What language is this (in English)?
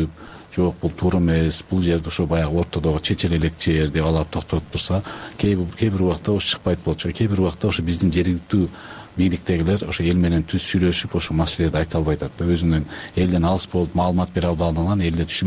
Kyrgyz